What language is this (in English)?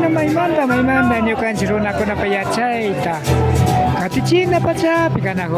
Imbabura Highland Quichua